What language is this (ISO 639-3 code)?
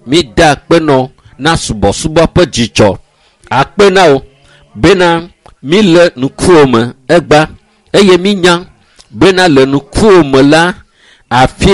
ewe